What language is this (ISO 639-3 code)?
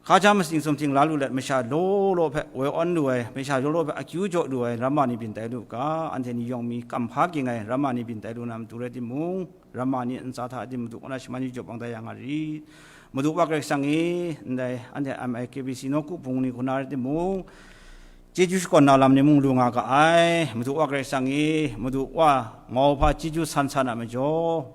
kac